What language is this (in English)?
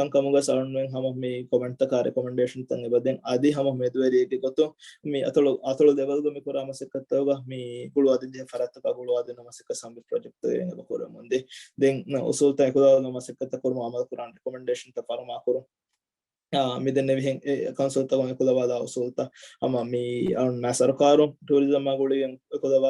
Divehi